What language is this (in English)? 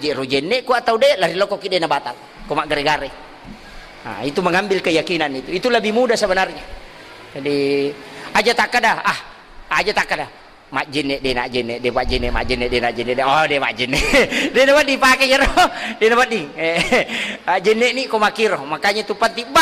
Buginese